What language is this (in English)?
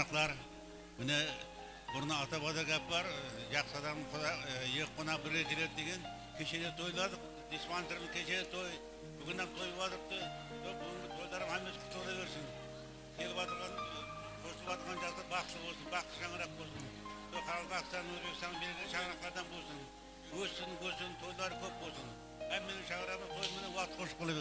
Kara-Kalpak